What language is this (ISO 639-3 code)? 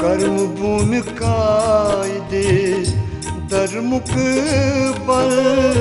kas